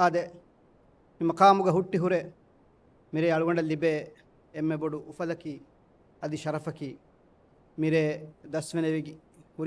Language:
Divehi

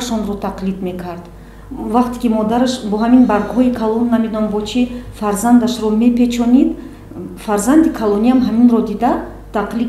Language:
Tajik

